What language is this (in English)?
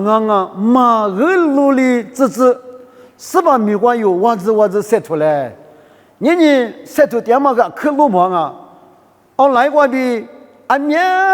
Lisu